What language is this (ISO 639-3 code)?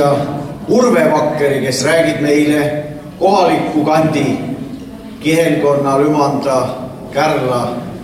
est